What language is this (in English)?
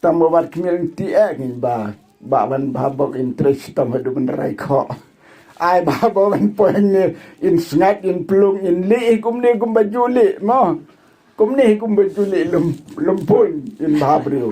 Khasi